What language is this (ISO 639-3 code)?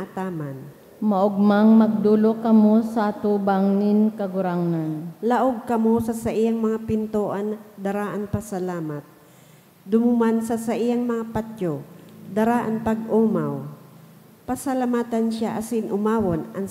bik